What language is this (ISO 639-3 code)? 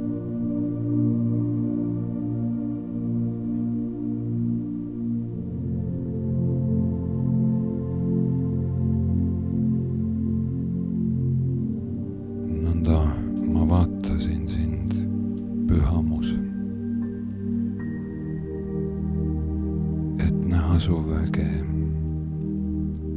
est